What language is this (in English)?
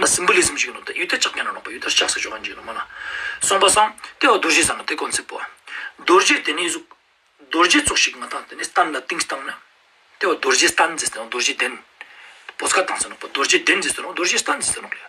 Ladakhi